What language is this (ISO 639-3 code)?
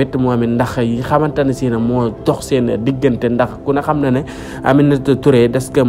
wol